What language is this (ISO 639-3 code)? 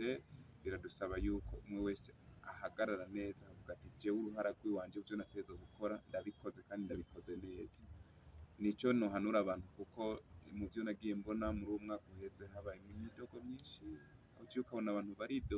run